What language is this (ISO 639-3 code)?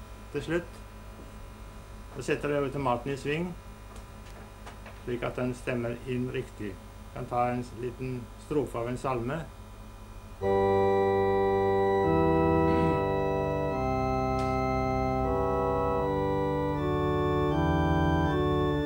nor